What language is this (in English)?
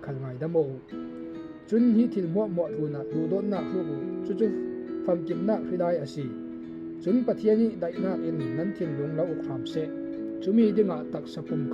Falam Chin